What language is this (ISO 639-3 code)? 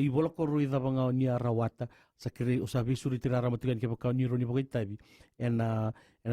fij